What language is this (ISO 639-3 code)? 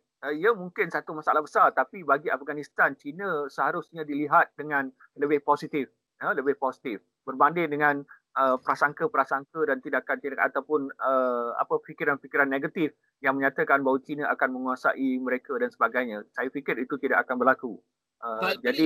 msa